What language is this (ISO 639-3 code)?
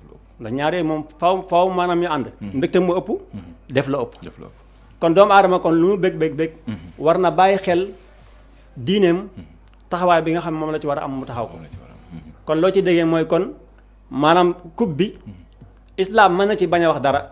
wol